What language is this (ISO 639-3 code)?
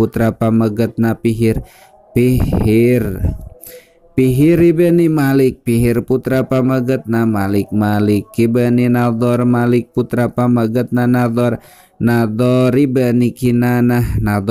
sun